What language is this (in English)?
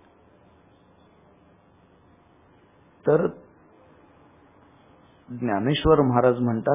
Marathi